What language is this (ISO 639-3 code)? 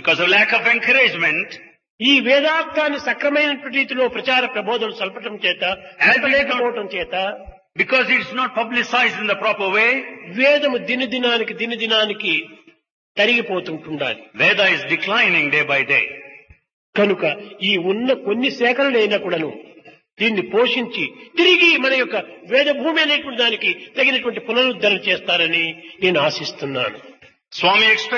tel